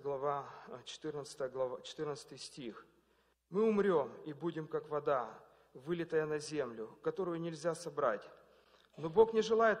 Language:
Russian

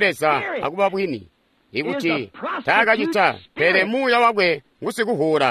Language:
Tonga (Zambia)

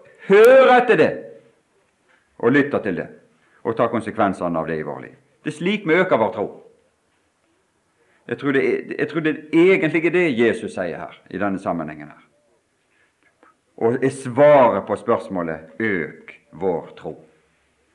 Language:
Norwegian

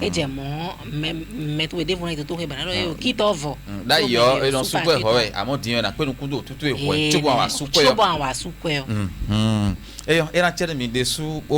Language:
Fon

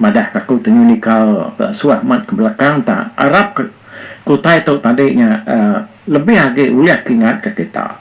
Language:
Iban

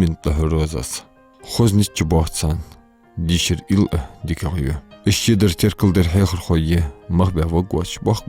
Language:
Ingush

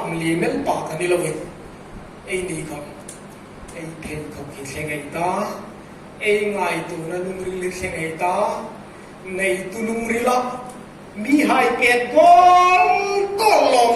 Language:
Hmar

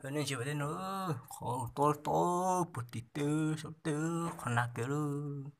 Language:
Hmong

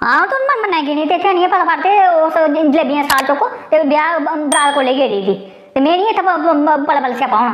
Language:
Dogri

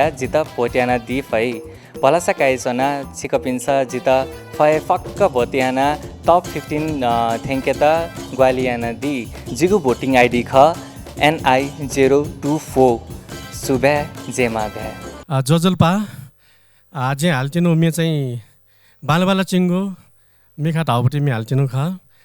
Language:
Newari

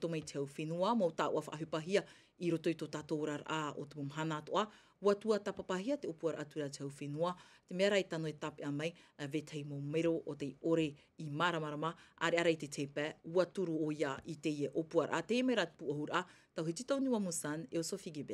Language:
Tahitian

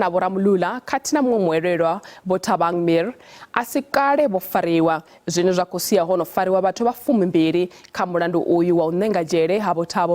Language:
Venda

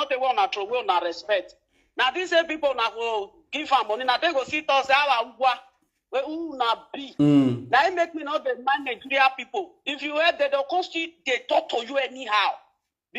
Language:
Nigerian Pidgin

